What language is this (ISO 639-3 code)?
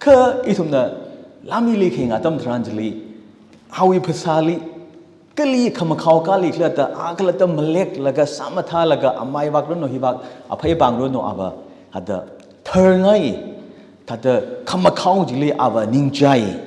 nmf